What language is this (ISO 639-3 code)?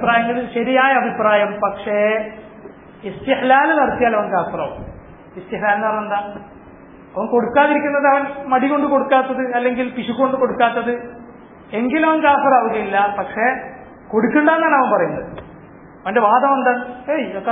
mal